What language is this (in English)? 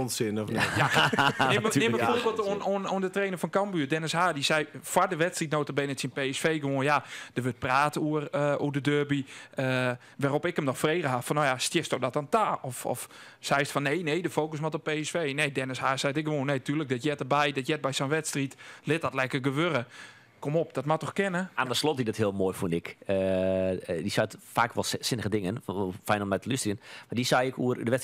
Western Frisian